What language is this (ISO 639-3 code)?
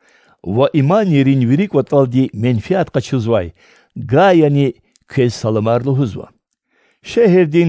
lez